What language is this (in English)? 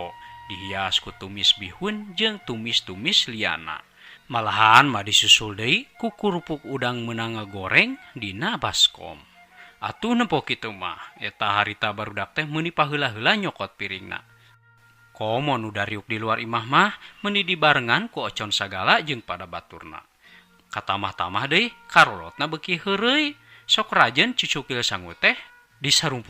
Sundanese